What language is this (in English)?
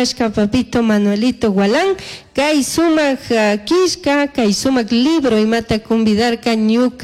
Chimborazo Highland Quichua